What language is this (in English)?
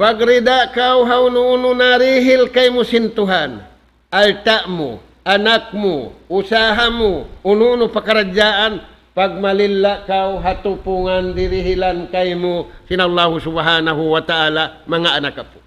Tausug